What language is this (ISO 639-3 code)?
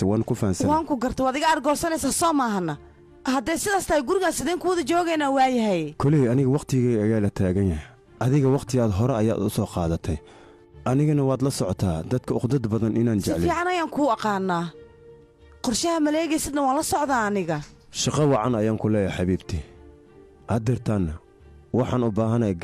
som